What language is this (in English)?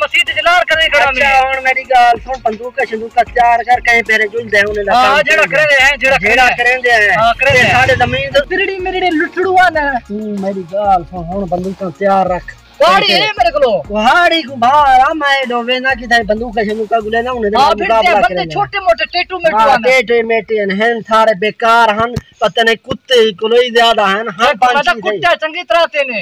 Saraiki